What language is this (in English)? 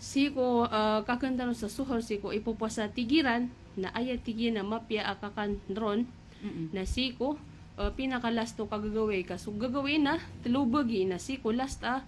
Maranao